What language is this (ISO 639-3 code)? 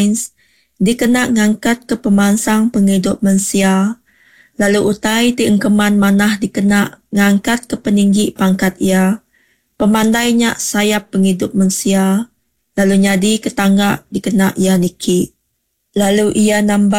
iba